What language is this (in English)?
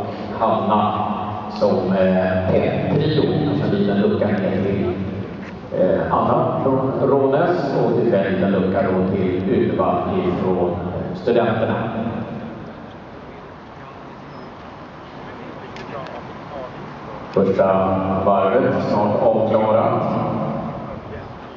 Swedish